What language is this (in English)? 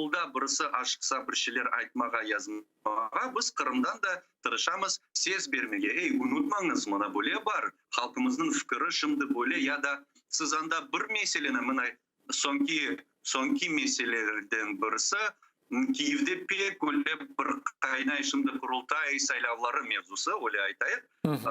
Crimean Tatar